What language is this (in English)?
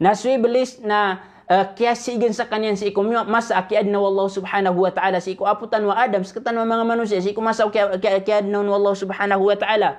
Maranao